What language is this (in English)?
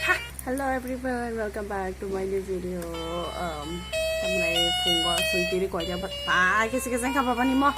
Kok Borok